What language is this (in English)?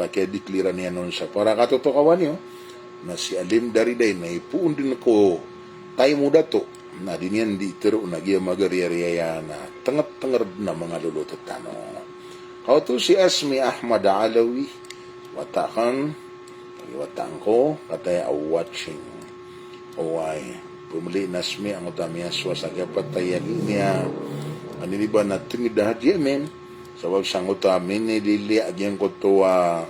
Maranao